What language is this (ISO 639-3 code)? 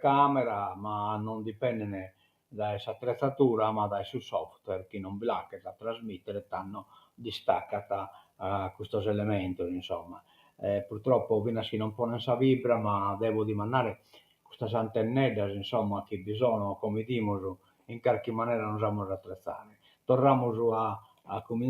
srd